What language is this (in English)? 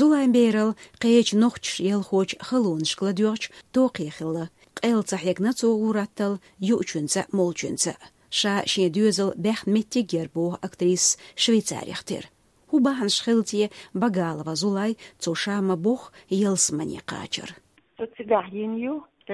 Chechen